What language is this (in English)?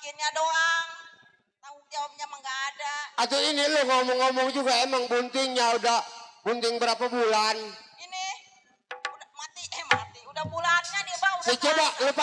Betawi